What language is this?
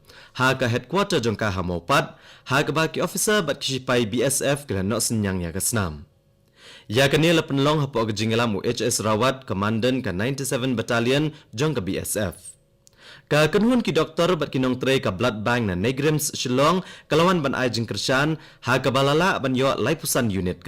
Khasi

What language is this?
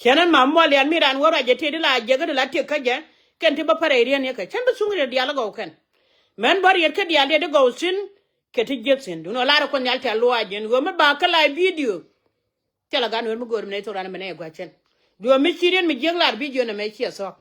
Nuer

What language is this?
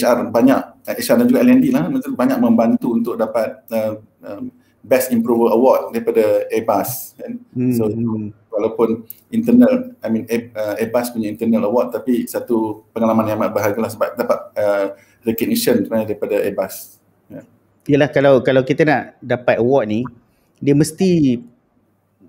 Malay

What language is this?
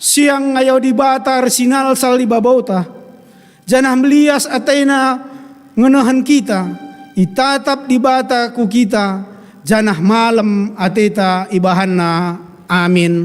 Batak Karo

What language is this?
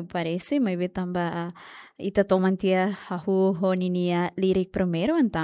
Tetum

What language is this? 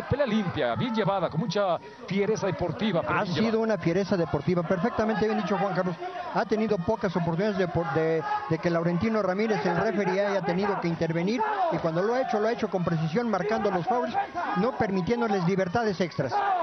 Spanish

